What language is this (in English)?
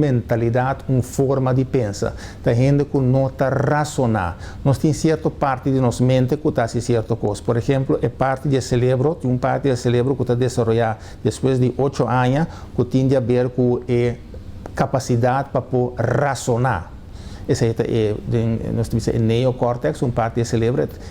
Papiamento